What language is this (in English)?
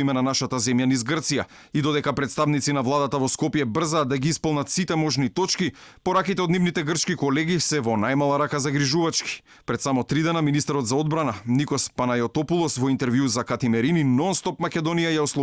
Macedonian